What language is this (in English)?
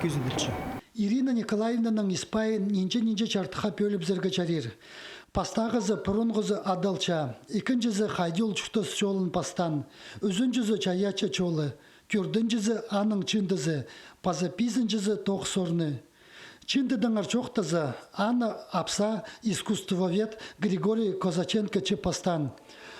Khakas